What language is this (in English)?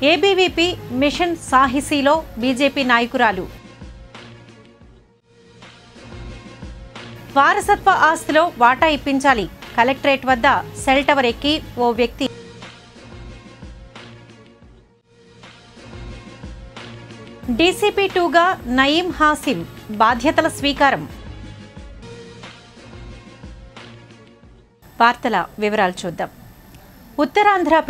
Telugu